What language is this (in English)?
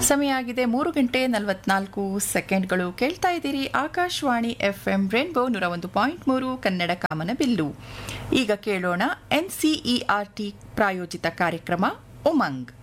Kannada